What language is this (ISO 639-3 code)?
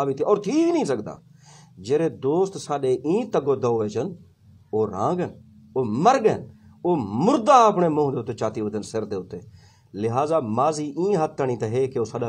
skr